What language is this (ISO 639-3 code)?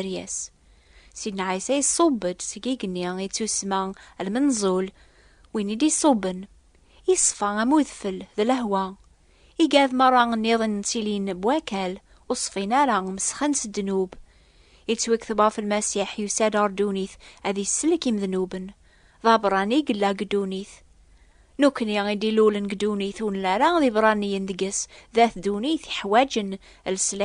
kab